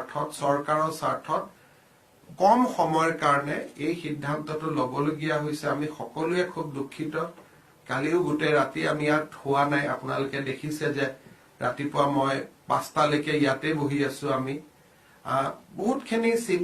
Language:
Assamese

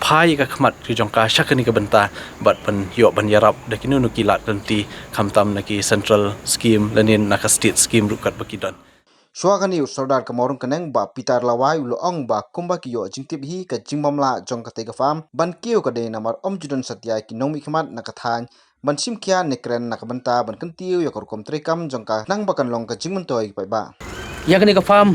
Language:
Khasi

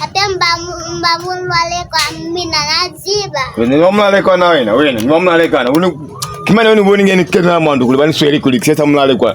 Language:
Lozi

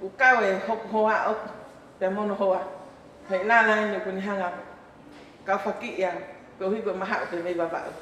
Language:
Tongan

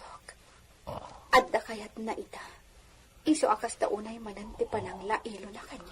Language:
Iloko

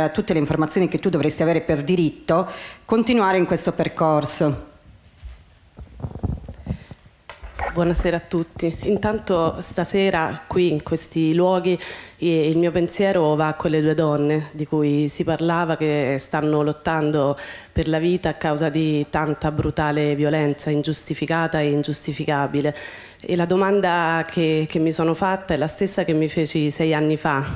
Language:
Italian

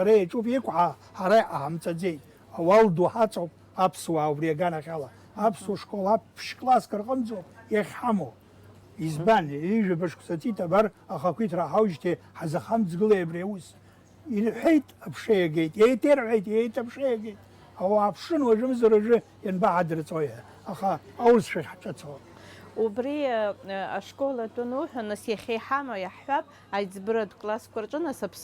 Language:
Abkhazian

